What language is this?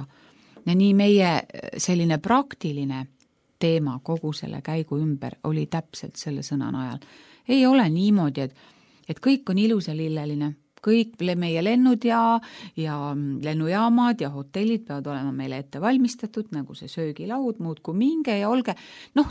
Estonian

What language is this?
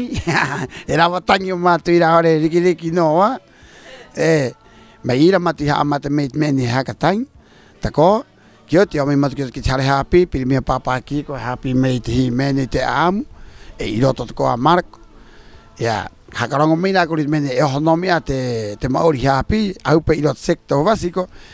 Rapanui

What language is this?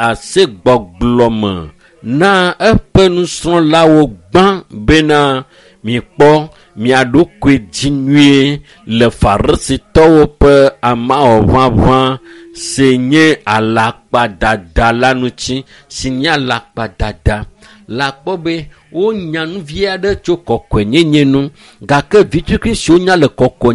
Ewe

